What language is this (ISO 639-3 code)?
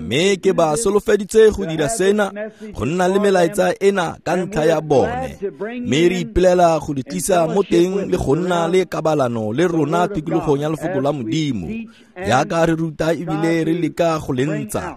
tsn